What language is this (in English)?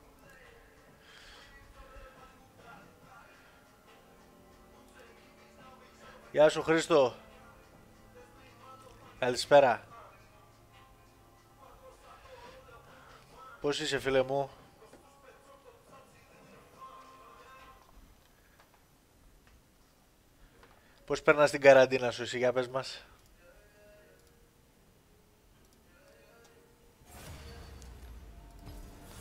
Greek